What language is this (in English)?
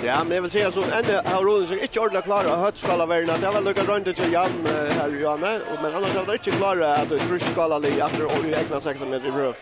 Faroese